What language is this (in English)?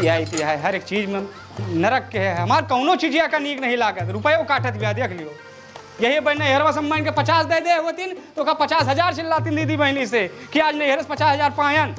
Awadhi